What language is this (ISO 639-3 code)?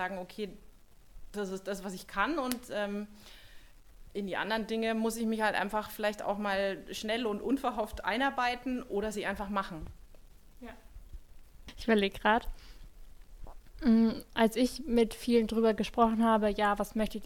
deu